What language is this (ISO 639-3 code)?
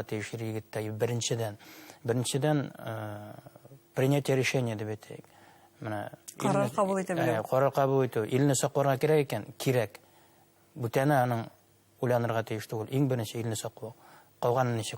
bak